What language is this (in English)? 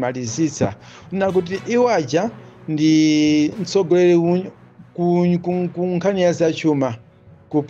Nyanja